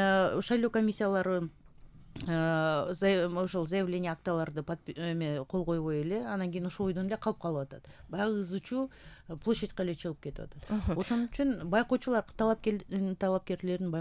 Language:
Kyrgyz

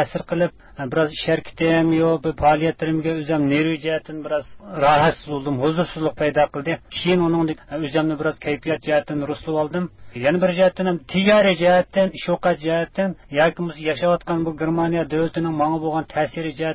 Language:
Uyghur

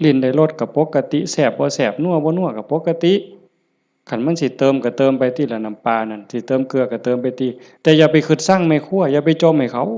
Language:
Lao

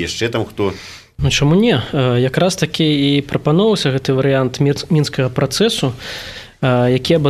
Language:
Belarusian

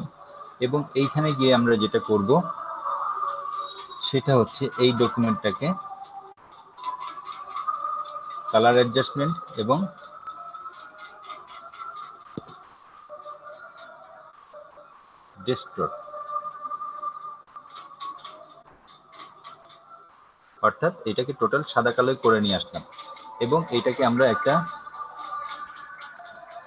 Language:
Bangla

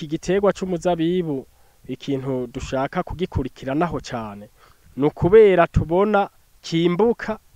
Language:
Rundi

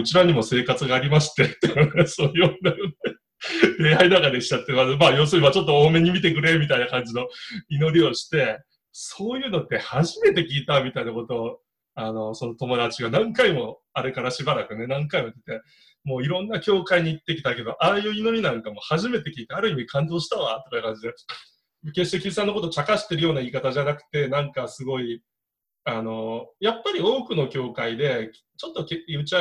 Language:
Japanese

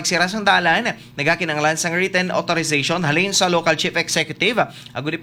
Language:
Hiligaynon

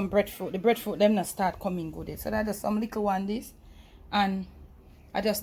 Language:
Jamaican Creole English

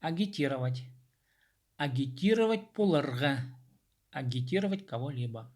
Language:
Khakas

